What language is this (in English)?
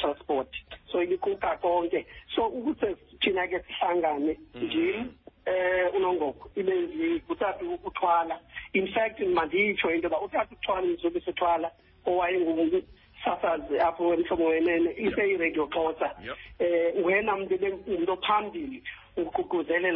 Xhosa